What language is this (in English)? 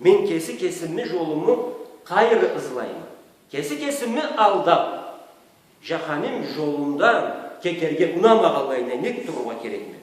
Karachay-Balkar